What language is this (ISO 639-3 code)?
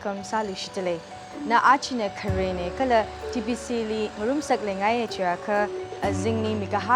nmf